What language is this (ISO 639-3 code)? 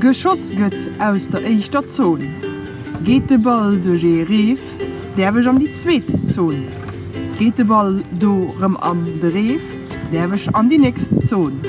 ltz